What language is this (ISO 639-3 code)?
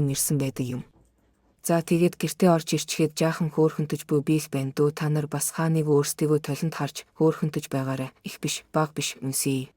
mon